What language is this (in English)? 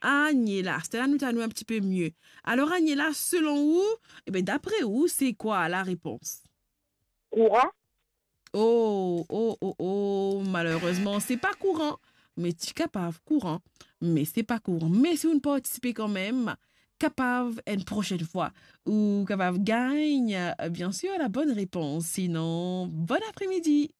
Morisyen